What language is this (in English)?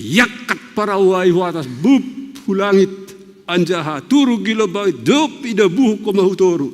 Batak Simalungun